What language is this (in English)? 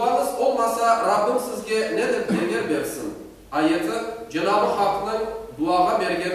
Crimean Tatar